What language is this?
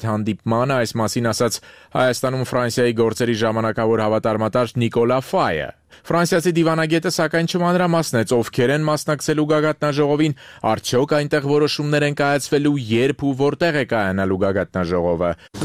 Armenian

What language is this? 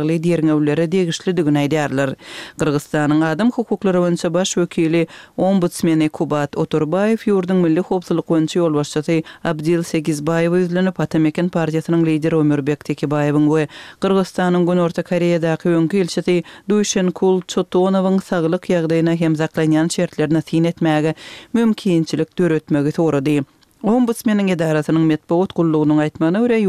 Turkmen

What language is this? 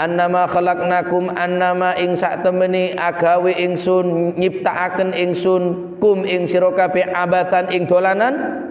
Madurese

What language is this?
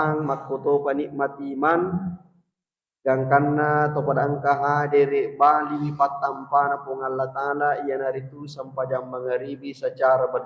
Buginese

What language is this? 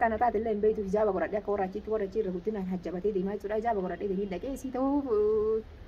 Oromo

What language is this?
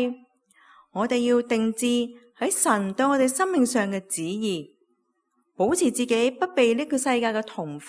Cantonese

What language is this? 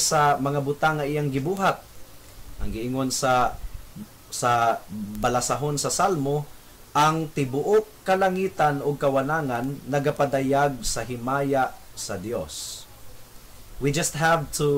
Cebuano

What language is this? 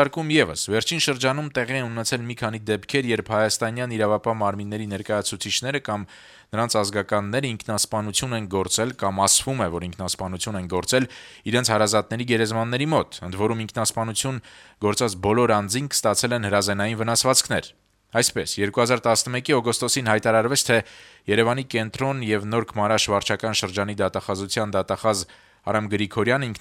Armenian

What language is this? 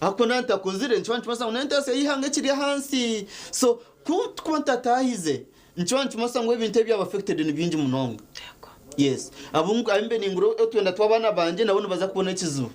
Nyankole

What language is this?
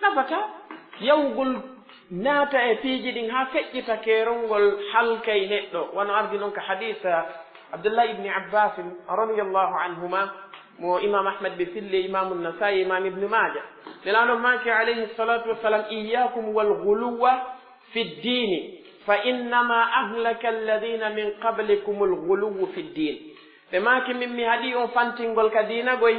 Pular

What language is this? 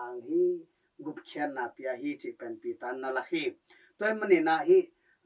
Tedim Chin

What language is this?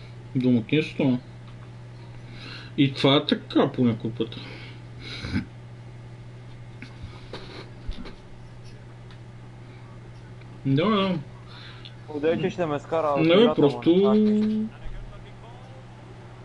Bulgarian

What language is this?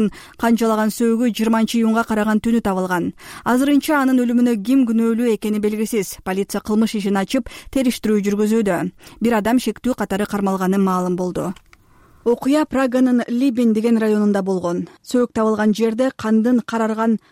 Kyrgyz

